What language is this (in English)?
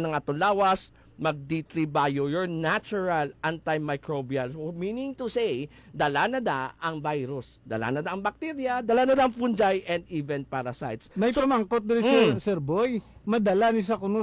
Hiligaynon